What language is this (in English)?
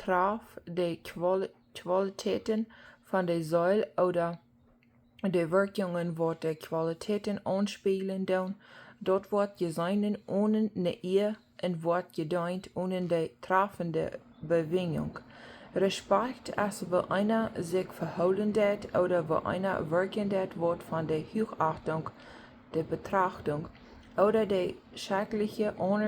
Plautdietsch